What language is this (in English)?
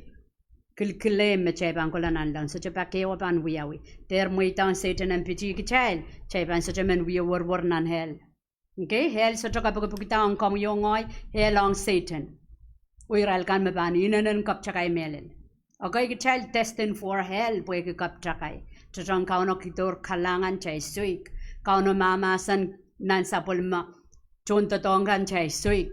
Pohnpeian